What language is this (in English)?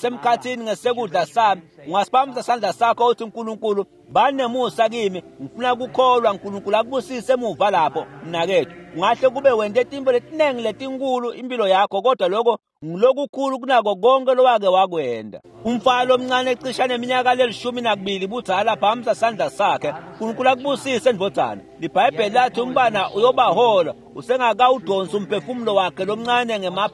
Swati